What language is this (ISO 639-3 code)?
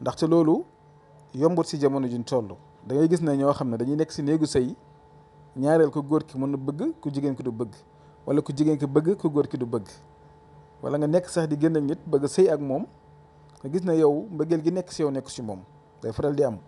wol